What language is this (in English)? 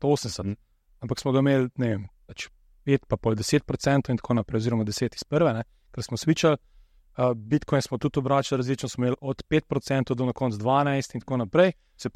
Slovenian